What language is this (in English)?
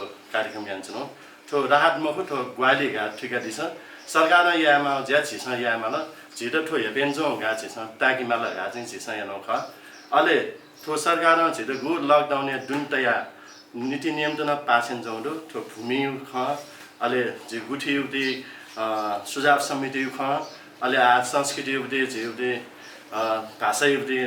Newari